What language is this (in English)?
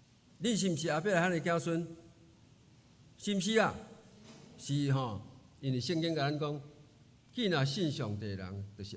Min Nan Chinese